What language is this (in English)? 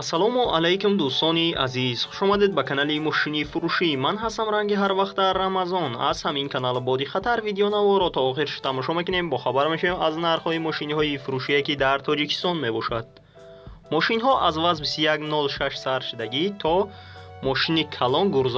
Tajik